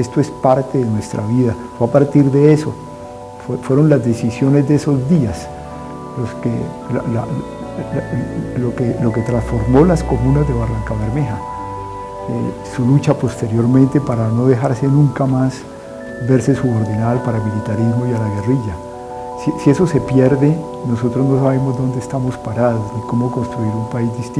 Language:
Spanish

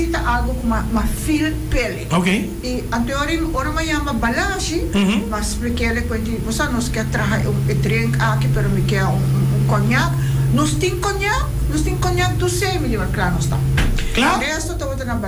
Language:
Papiamento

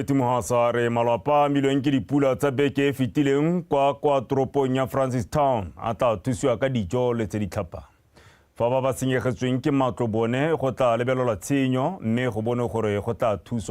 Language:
Tswana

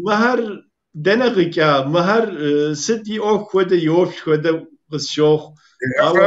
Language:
Kabardian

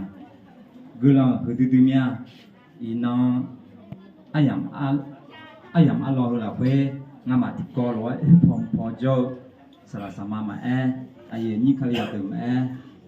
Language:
Akha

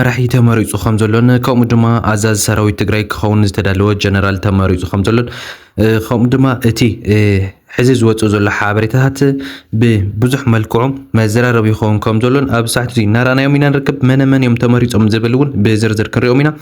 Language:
Tigrinya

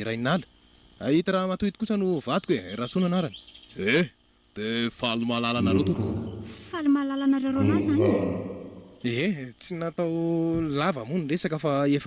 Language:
Malagasy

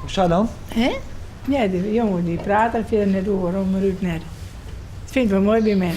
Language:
Western Frisian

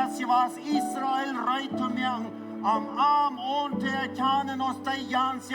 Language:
Plautdietsch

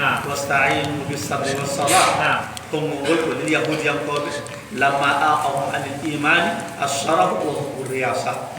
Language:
Fula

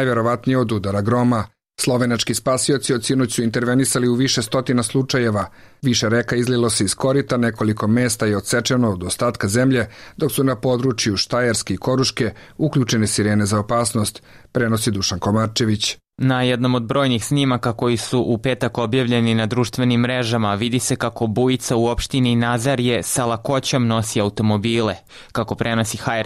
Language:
Serbian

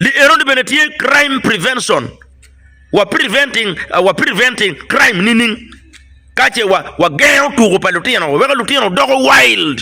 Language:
Acoli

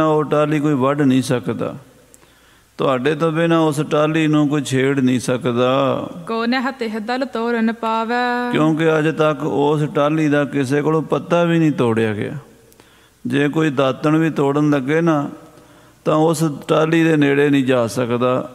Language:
Punjabi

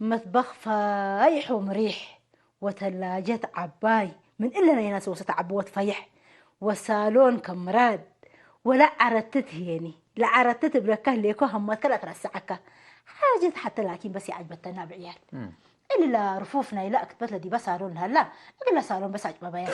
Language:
Tigre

